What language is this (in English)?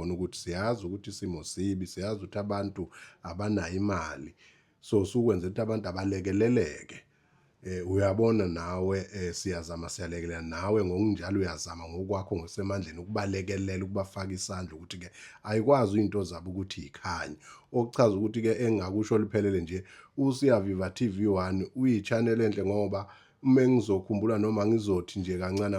Zulu